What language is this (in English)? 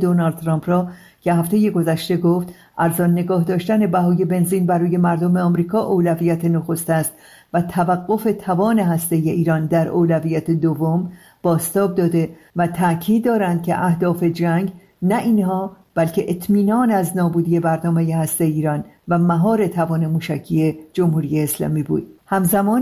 Persian